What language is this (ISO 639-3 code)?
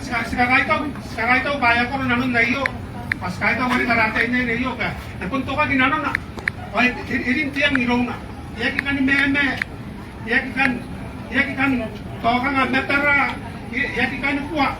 gil